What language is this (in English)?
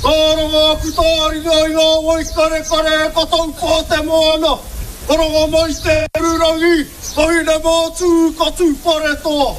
Māori